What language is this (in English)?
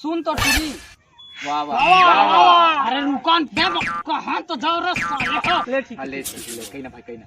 Chhattisgarhi